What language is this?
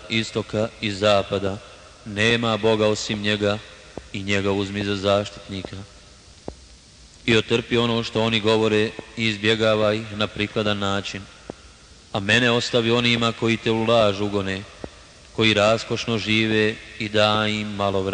Bosnian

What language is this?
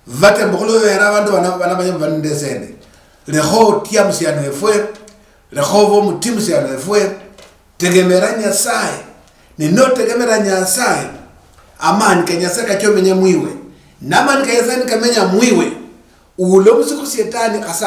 Luyia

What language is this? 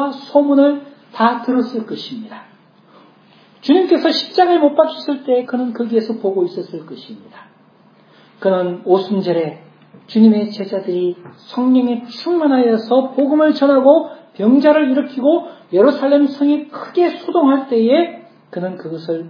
Korean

